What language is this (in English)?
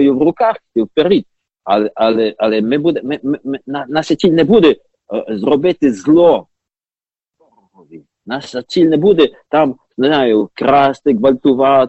Ukrainian